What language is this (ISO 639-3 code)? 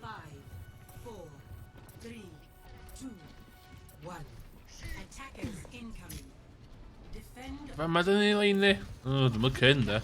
cym